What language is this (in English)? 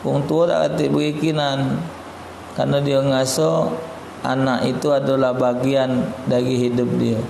Musi